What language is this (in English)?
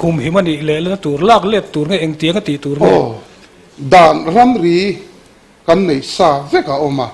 Mizo